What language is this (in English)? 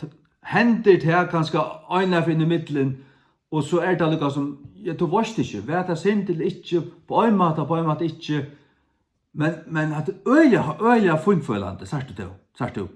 Faroese